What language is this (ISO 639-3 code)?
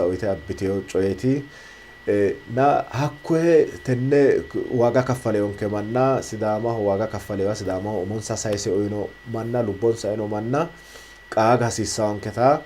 sid